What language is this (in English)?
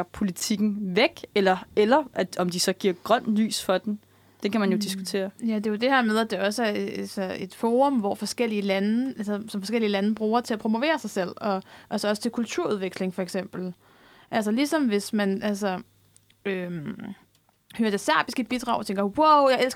Danish